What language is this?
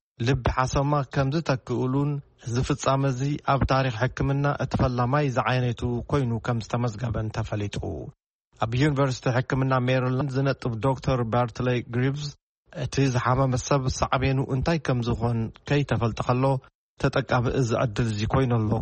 Tigrinya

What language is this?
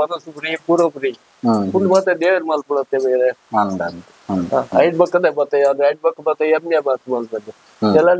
Tulu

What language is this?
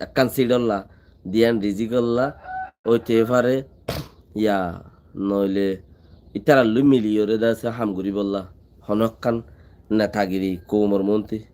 Rohingya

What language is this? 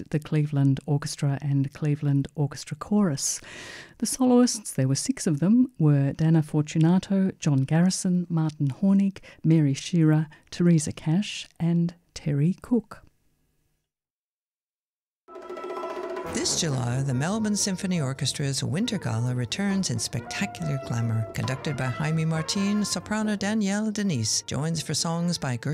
English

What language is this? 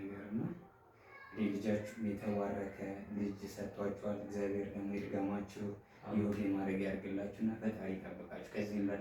Amharic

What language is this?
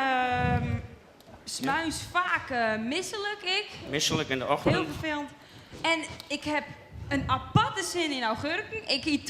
Western Frisian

